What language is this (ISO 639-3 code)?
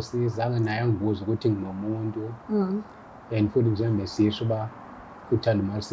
zul